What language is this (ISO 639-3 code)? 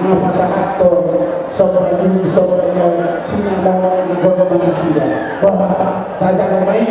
bbc